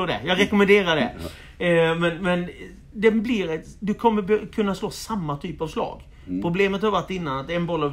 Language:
Swedish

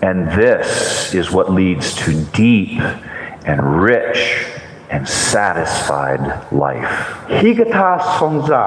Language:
Tangkhul Naga (India)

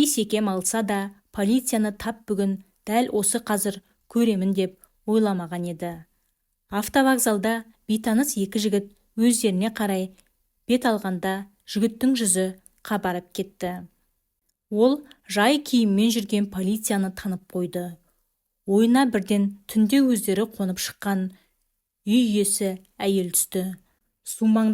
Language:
Kazakh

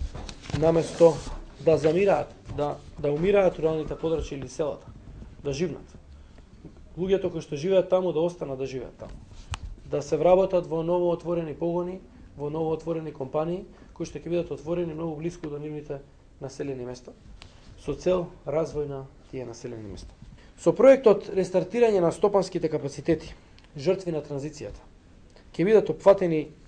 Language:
Macedonian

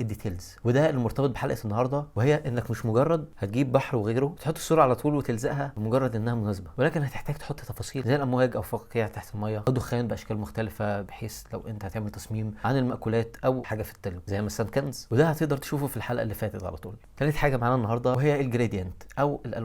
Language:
Egyptian Arabic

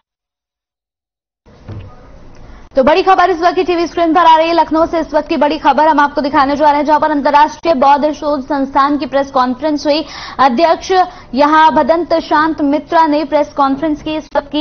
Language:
Hindi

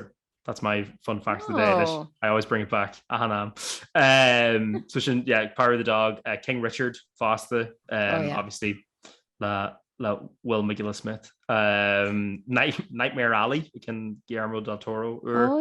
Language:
Irish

